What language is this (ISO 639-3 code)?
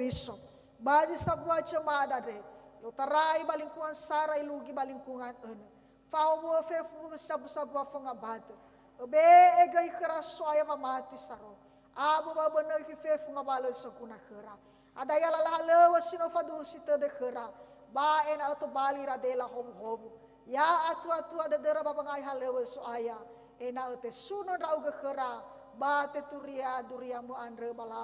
nia